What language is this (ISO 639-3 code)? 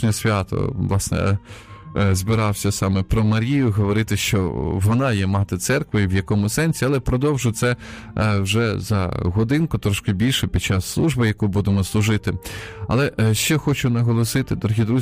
ukr